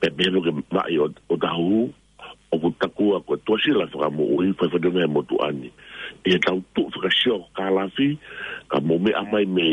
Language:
Tongan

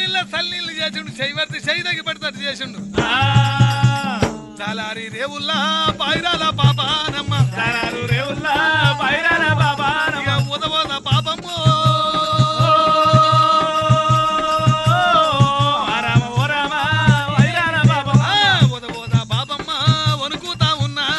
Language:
Telugu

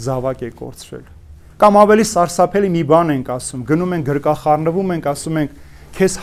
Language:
Armenian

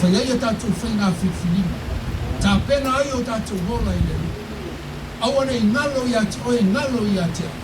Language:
Samoan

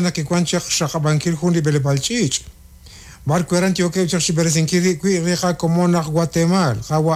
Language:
Kekchí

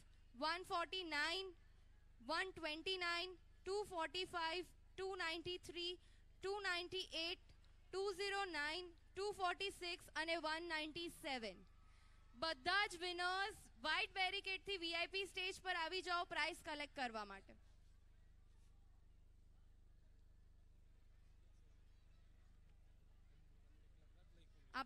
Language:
Gujarati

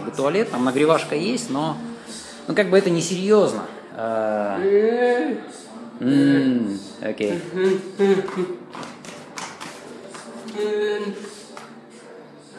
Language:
Russian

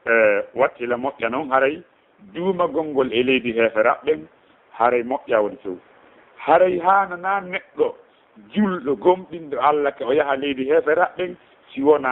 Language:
Fula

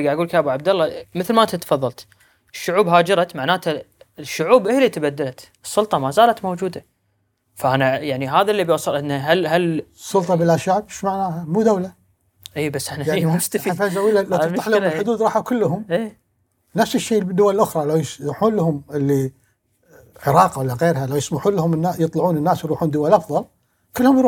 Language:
Gulf Arabic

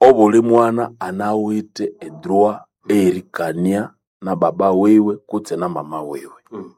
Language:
Nande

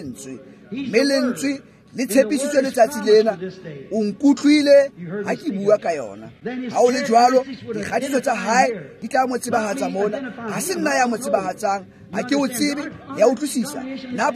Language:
Tswana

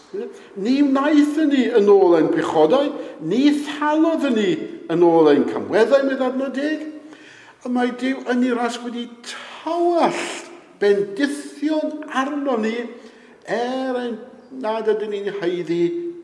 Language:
Welsh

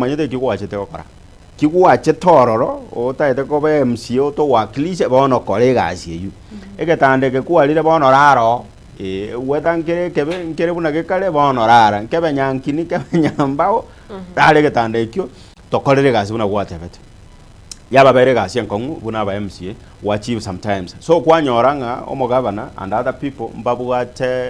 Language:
Gusii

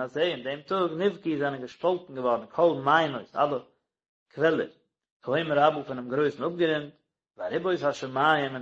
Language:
Yiddish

